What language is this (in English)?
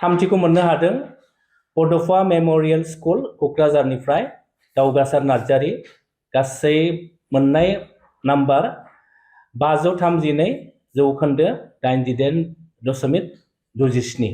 Bodo